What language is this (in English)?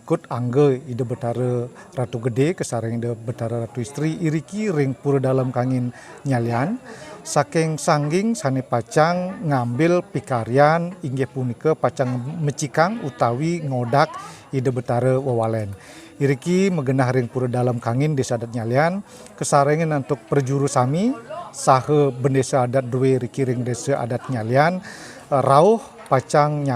Balinese